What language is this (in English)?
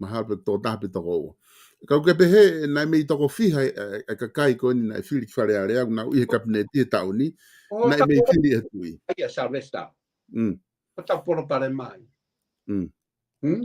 Tongan